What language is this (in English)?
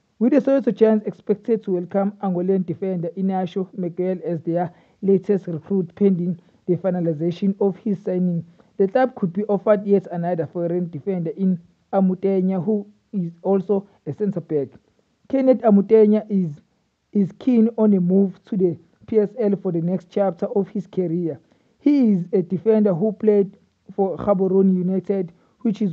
English